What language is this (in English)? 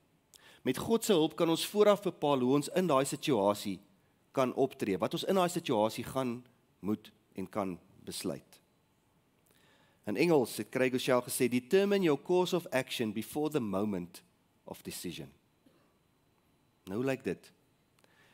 Afrikaans